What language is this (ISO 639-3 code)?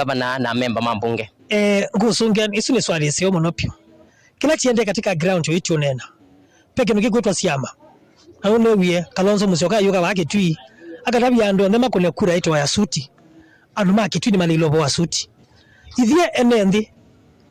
kam